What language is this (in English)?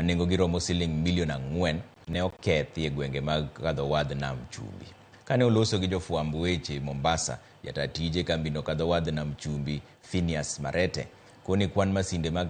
Luo (Kenya and Tanzania)